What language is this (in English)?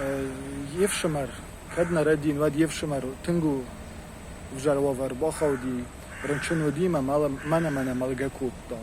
Ossetic